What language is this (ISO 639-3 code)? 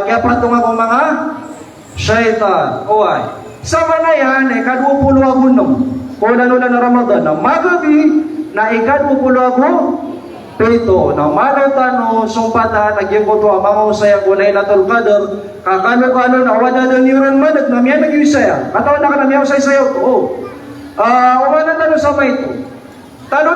mrw